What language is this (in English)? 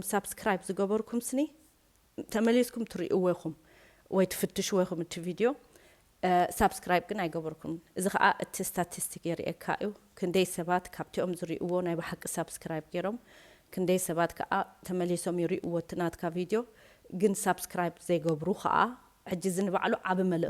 Tigrinya